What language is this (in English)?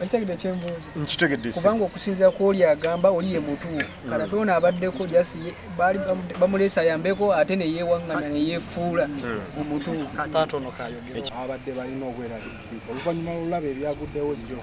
Ganda